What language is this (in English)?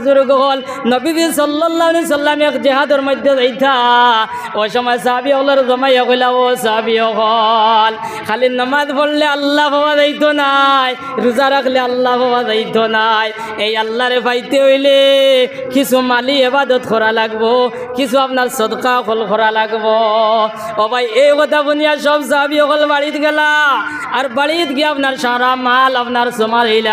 Sylheti